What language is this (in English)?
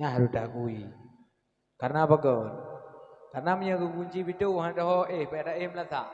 Achinese